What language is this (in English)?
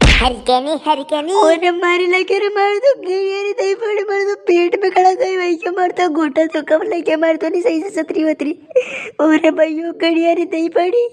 Rajasthani